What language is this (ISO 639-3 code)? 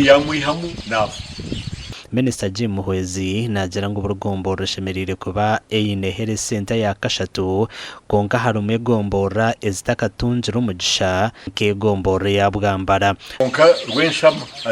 nyn